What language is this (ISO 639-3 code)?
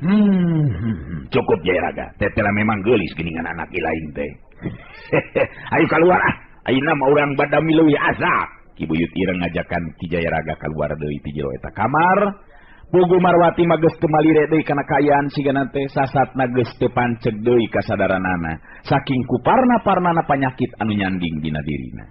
sun